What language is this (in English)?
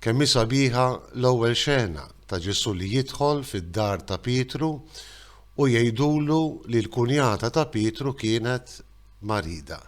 Maltese